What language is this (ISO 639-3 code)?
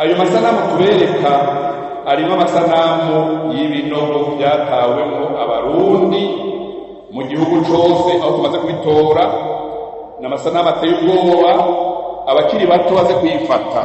run